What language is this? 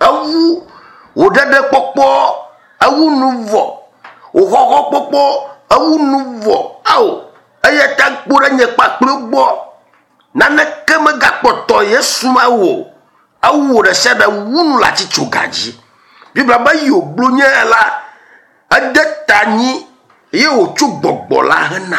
Ewe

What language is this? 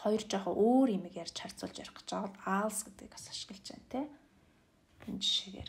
Mongolian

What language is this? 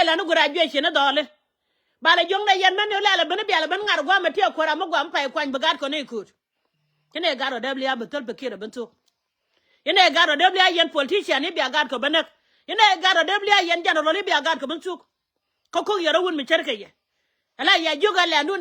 Nuer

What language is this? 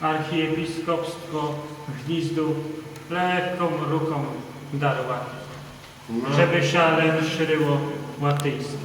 Rusyn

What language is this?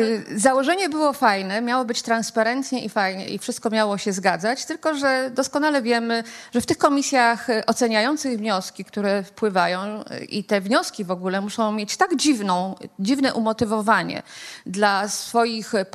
Polish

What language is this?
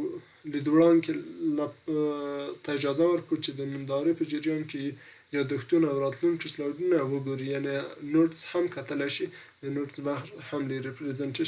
Pashto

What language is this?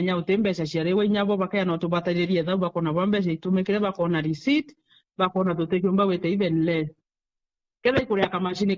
Meru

